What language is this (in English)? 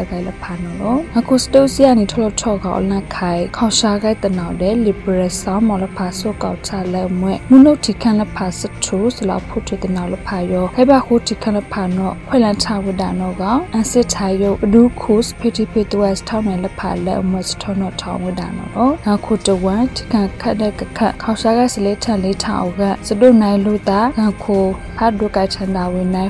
Burmese